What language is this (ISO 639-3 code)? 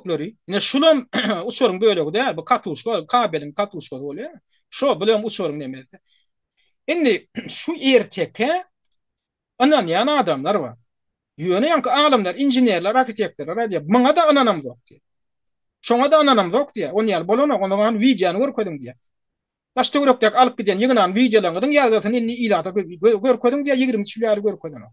tuk